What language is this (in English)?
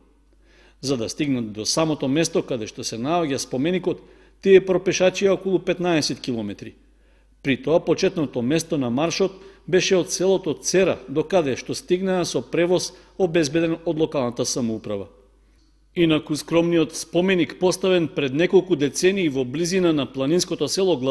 Macedonian